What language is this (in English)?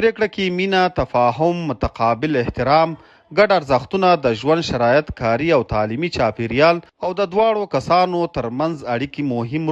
Pashto